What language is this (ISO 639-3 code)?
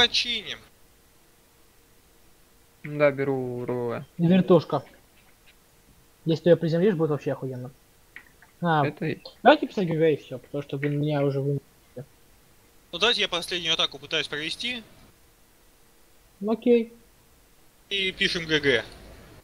rus